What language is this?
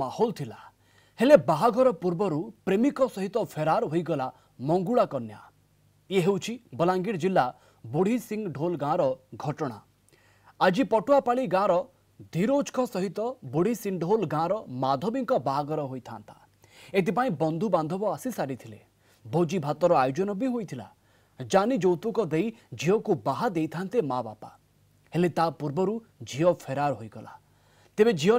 Odia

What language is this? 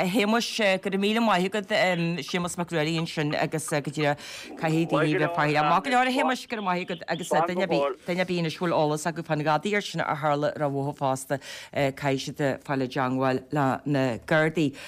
Irish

